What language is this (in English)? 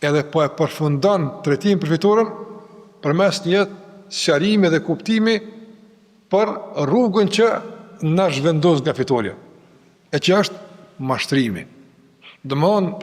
Albanian